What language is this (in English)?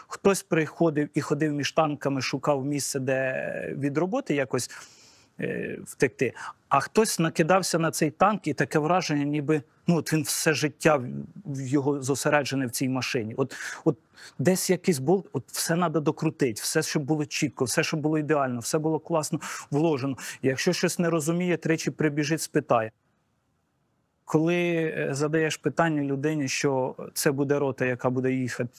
Ukrainian